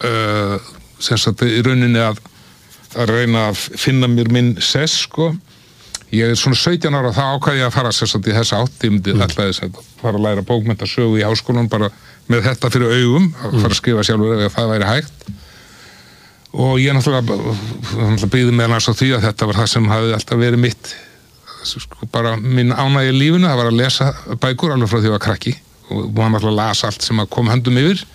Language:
Icelandic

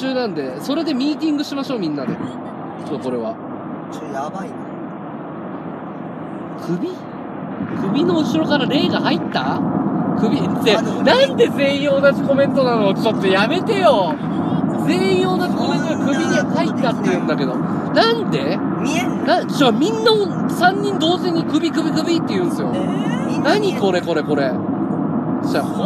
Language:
Japanese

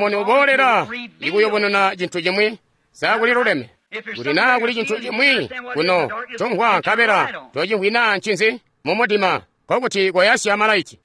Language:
Tonga (Zambia)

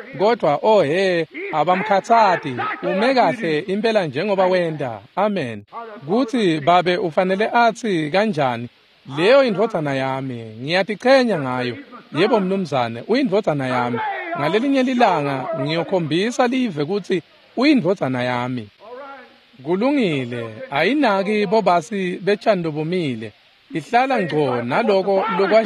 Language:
Swati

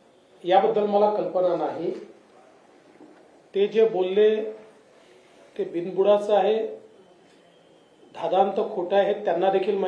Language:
Marathi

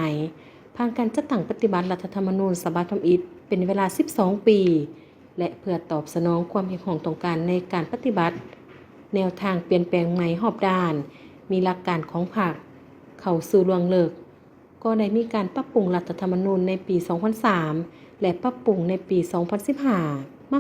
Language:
Lao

